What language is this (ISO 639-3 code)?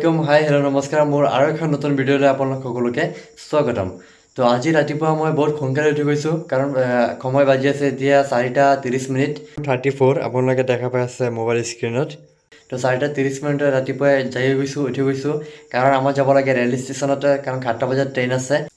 asm